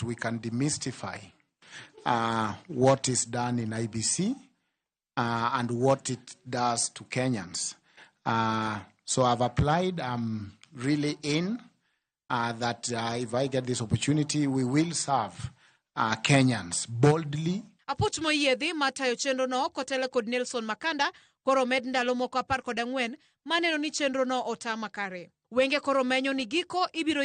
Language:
Luo (Kenya and Tanzania)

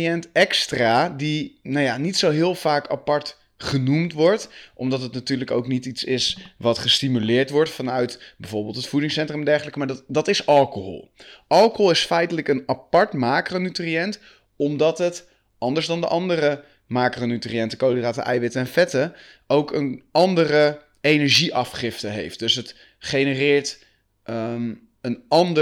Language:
Dutch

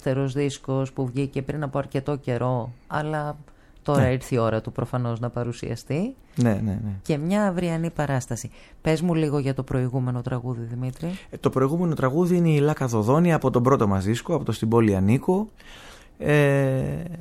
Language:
Greek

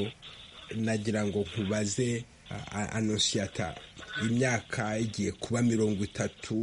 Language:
Kinyarwanda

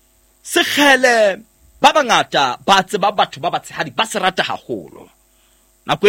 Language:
Southern Sotho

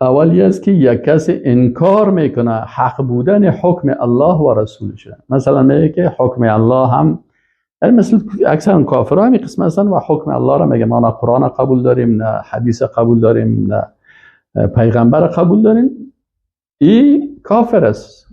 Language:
Persian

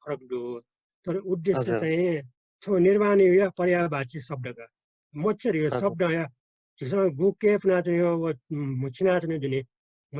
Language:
Newari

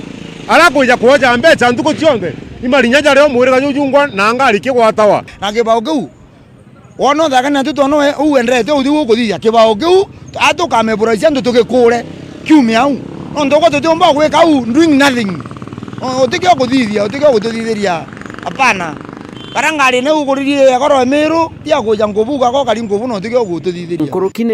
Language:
Meru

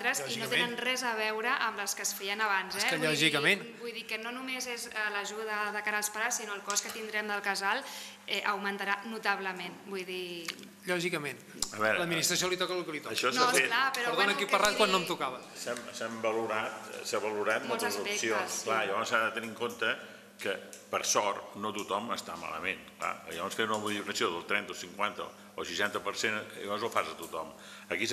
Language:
Catalan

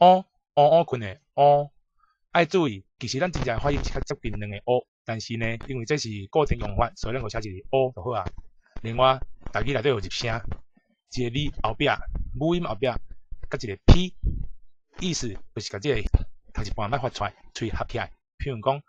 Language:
Min Nan Chinese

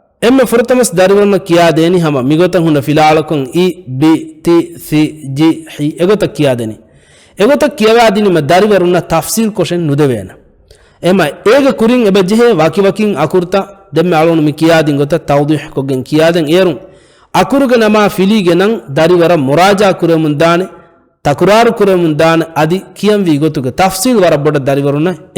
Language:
Divehi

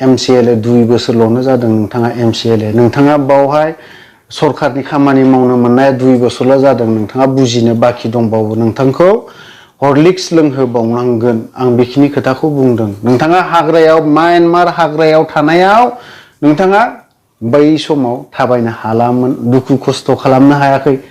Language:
Bodo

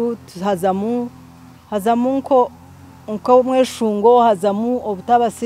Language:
Nyankole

